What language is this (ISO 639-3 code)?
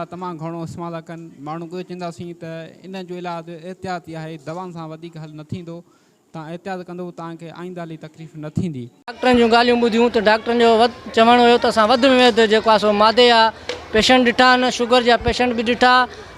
snd